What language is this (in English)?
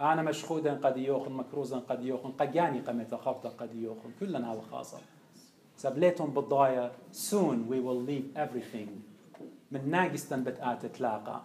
Assyrian Neo-Aramaic